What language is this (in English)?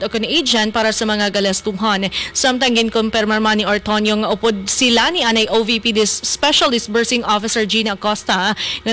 Hiligaynon